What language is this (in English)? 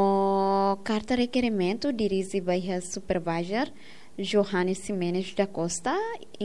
Tetum